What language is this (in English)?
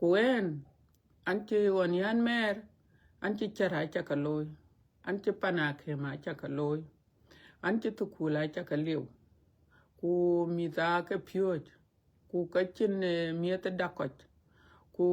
Dinka